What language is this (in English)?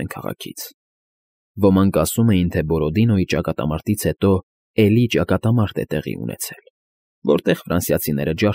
Armenian